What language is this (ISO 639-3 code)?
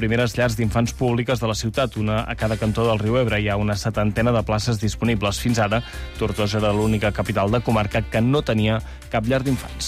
cat